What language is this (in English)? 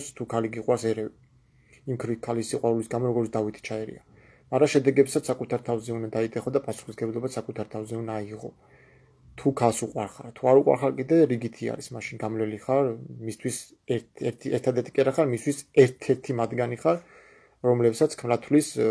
Georgian